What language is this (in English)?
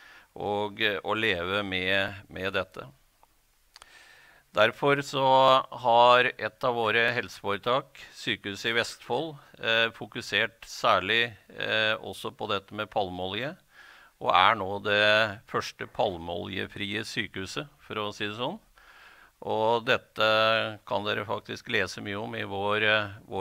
Norwegian